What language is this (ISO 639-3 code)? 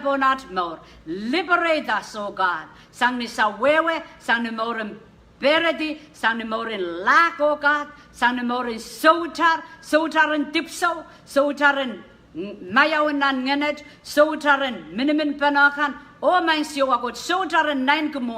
pon